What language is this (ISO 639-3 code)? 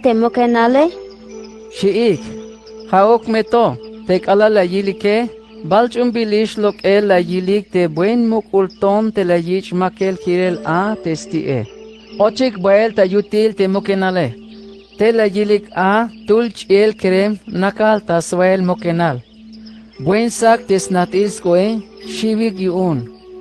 tzh